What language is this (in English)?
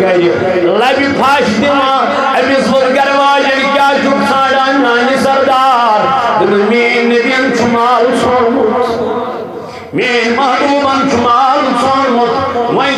Kashmiri